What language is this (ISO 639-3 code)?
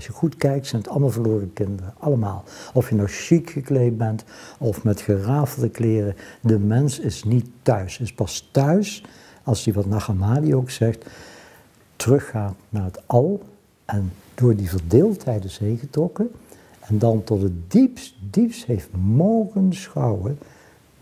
nld